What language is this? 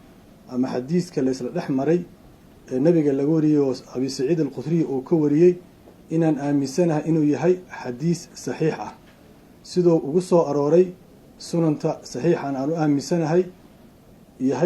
Somali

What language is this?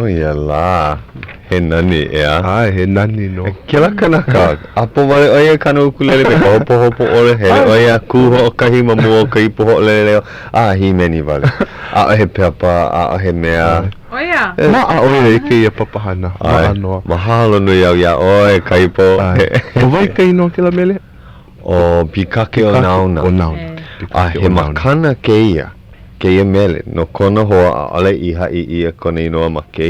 Hawaiian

